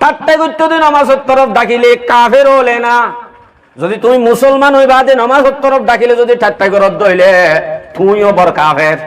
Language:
Rohingya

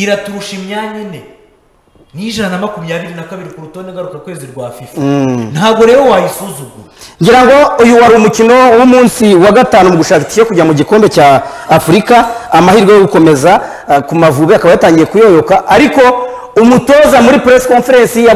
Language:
Kinyarwanda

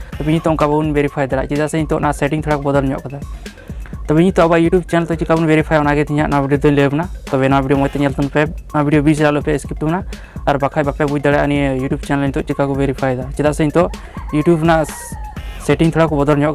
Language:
Santali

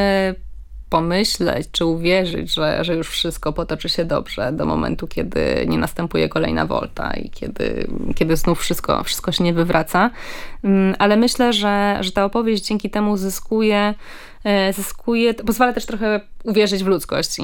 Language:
Polish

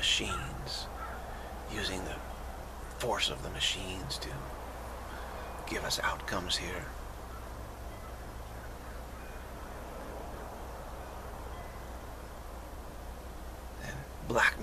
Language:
English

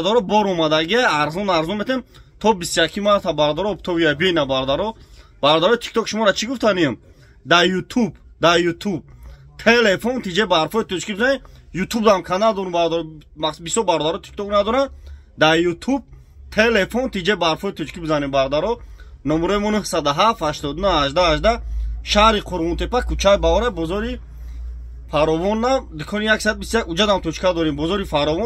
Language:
Tajik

